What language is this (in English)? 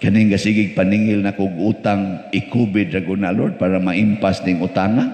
Cebuano